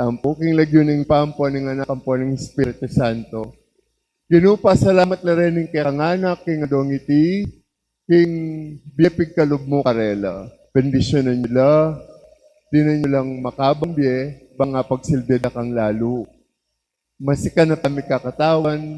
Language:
Pampanga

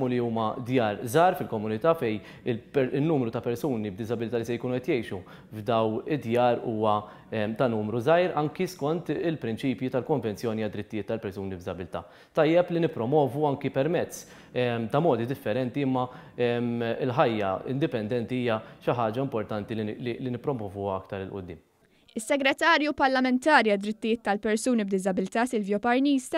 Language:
Maltese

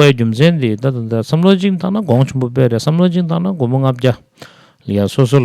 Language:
Tibetan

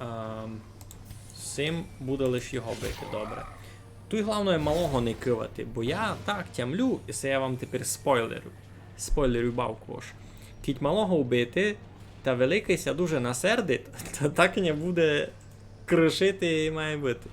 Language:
Rusyn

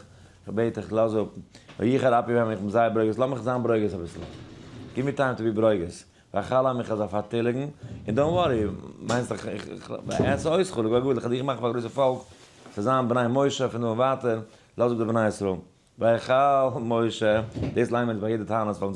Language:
Yiddish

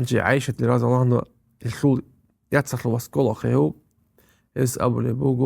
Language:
Avaric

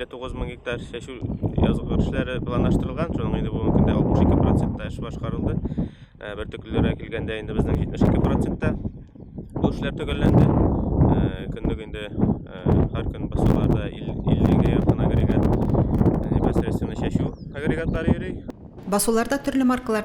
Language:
Tatar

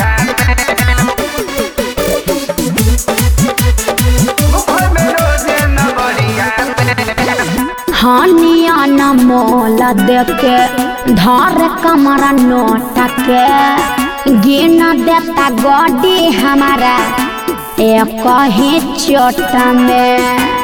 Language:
Bhojpuri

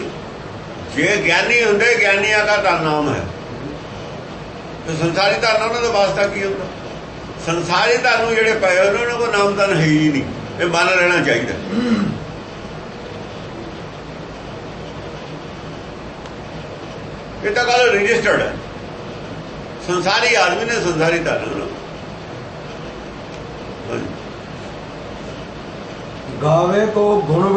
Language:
Punjabi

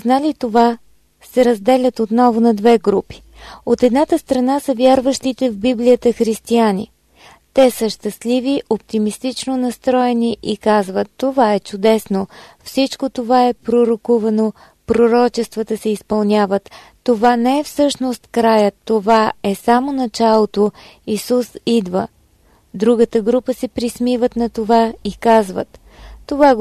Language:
Bulgarian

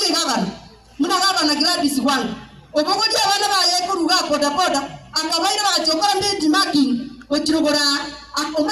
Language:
Gusii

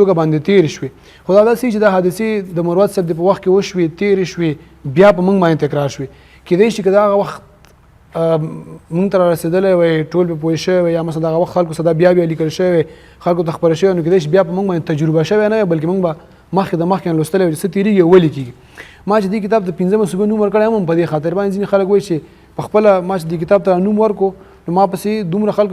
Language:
Pashto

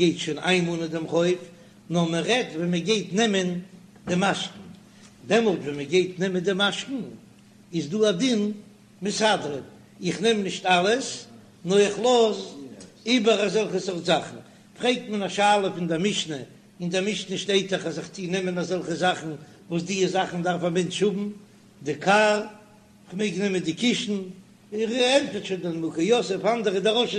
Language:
Yiddish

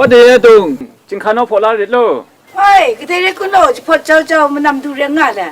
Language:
Kachin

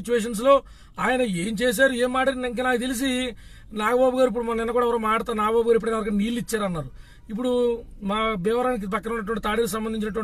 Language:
Telugu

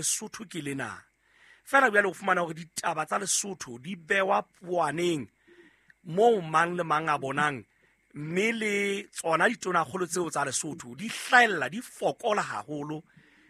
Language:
Southern Sotho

